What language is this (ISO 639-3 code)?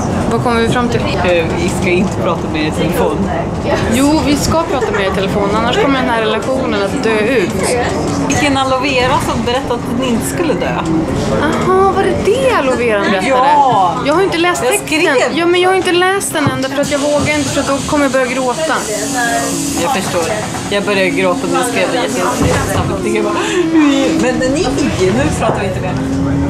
swe